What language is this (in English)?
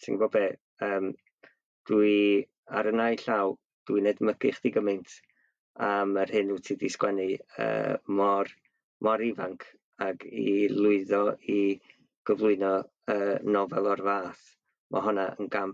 Welsh